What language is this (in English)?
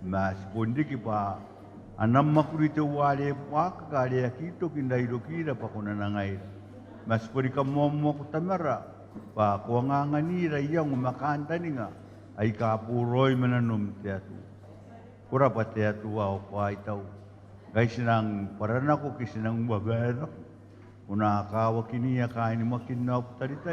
Gilbertese